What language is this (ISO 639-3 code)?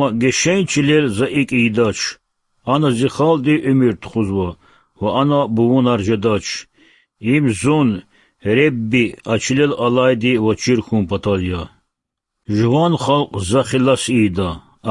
lez